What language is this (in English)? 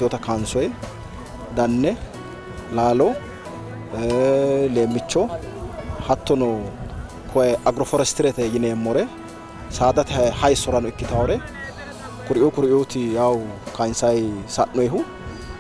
Sidamo